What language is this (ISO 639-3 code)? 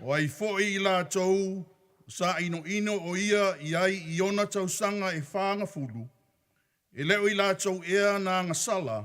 smo